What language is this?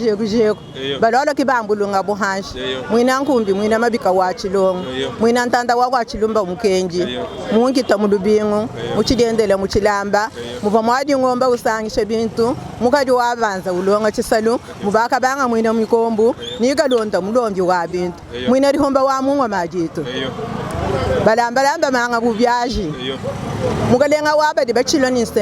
Luba-Lulua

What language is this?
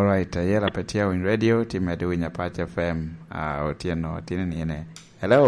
Lango (Uganda)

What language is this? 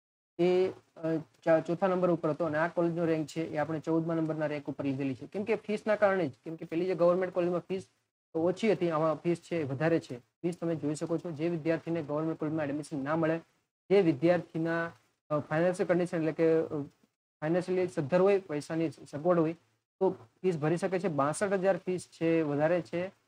Gujarati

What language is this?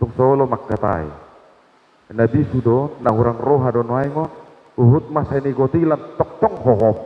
Batak Toba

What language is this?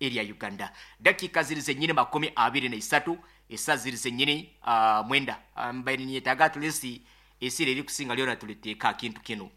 Nyoro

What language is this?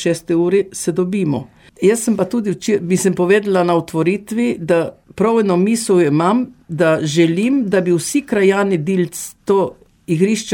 Slovenian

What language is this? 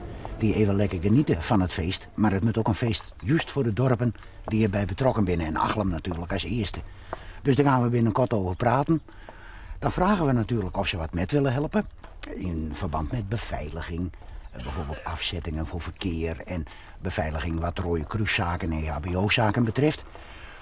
Western Frisian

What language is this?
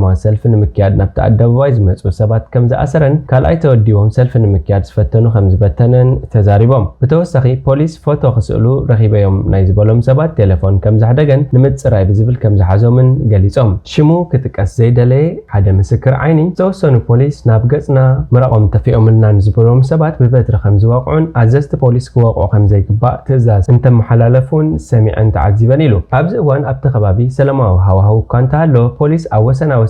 Tigrinya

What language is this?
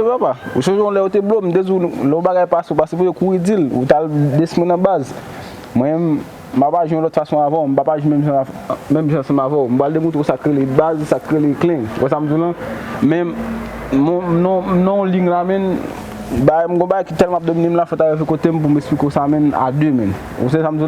Haitian Creole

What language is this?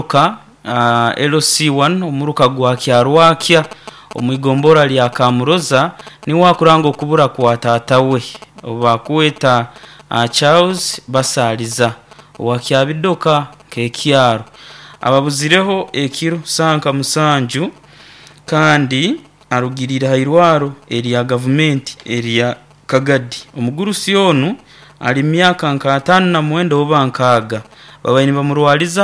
Nyoro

